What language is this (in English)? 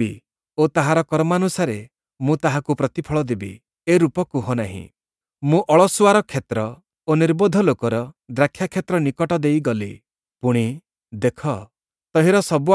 Odia